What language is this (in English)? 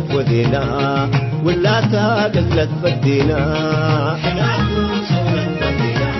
Tigre